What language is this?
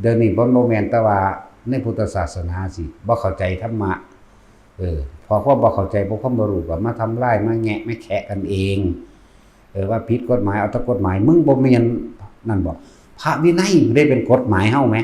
Northeastern Thai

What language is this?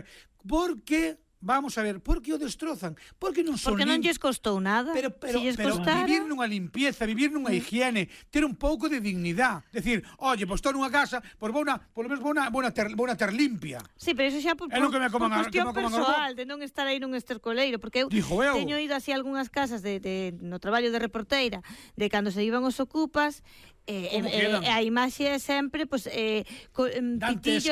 Galician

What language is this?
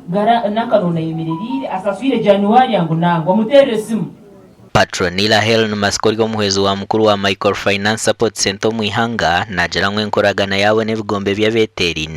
Nyankole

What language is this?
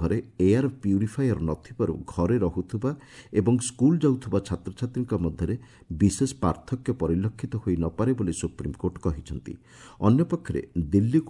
Odia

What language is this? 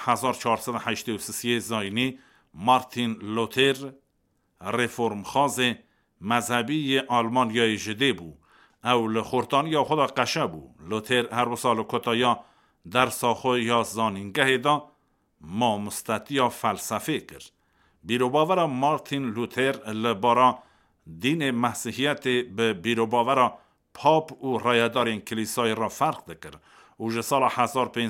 Kurdish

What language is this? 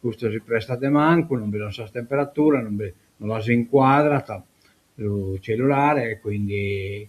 Sardinian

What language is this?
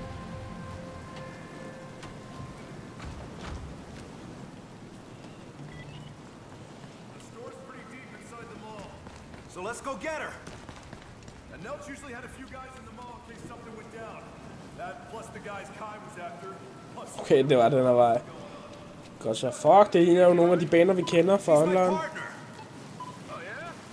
Danish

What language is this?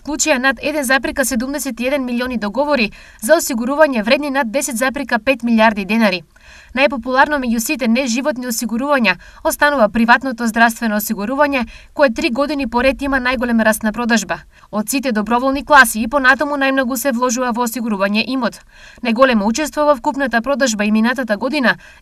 Macedonian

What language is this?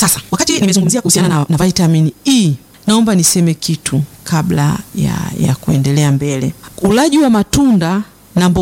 Swahili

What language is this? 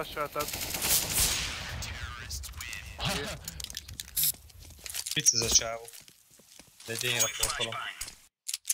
Hungarian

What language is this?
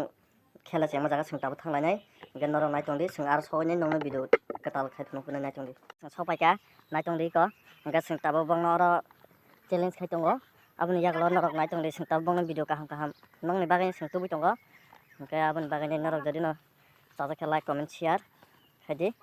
Kok Borok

